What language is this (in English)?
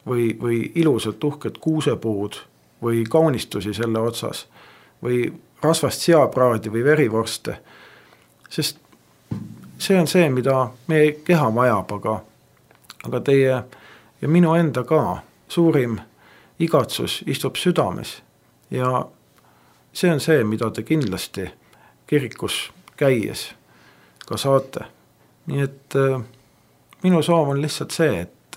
Estonian